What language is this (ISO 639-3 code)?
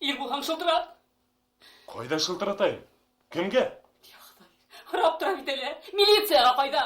bak